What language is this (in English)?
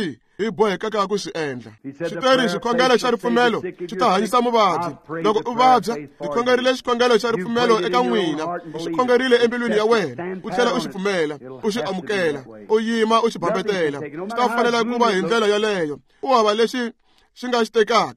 Tsonga